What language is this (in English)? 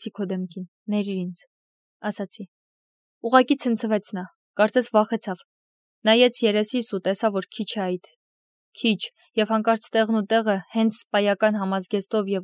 Armenian